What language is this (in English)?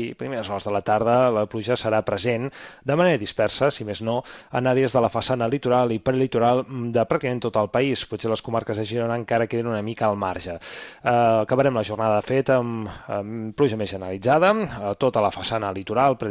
Catalan